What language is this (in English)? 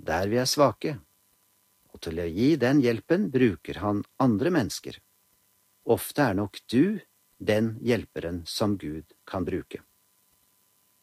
Norwegian